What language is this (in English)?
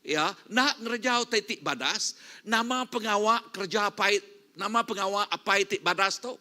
Iban